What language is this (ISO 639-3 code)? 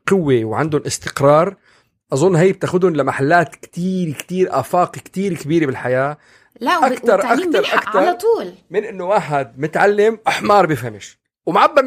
apc